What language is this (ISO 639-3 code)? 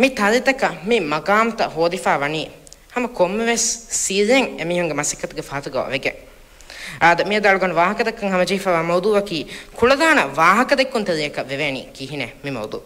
div